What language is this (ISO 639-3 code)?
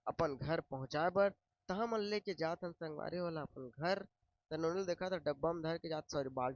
hne